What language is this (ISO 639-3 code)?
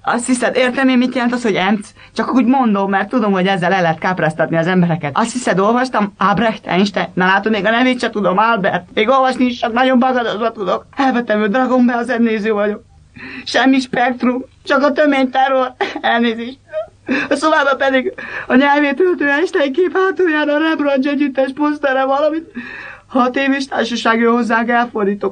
hun